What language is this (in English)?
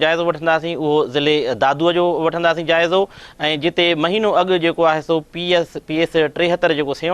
Sindhi